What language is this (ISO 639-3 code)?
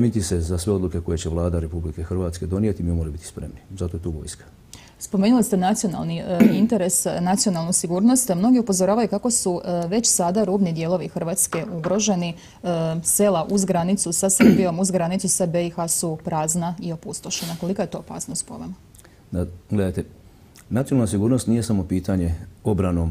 hrv